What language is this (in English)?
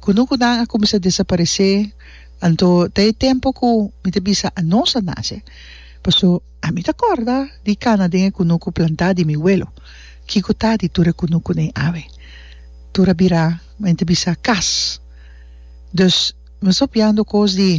Papiamento